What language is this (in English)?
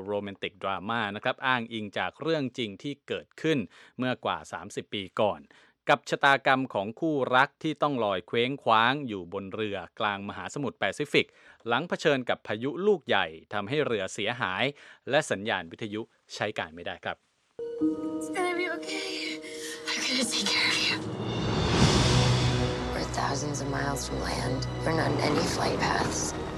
Thai